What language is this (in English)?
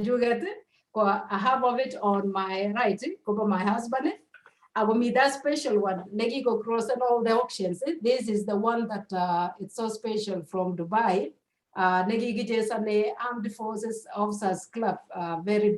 Kalenjin